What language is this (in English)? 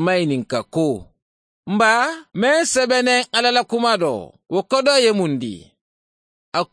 Mandingo